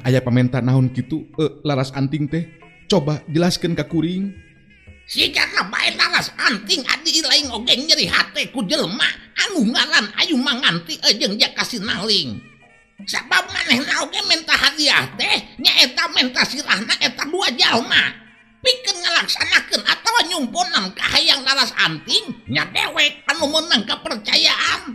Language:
Sundanese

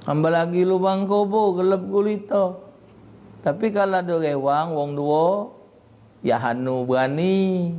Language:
Musi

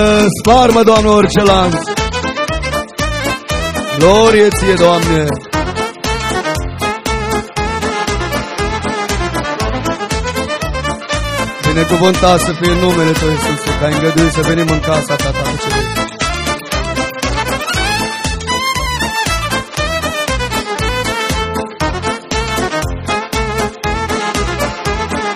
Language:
Romanian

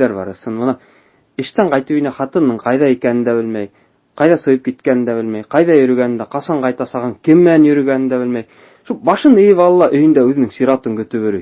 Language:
Bashkir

